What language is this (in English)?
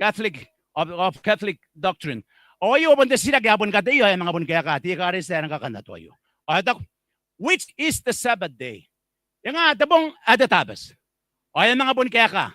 Gilbertese